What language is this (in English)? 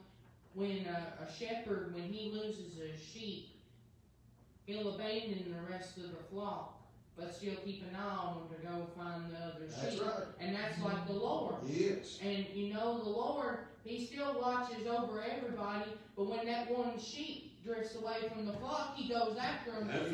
English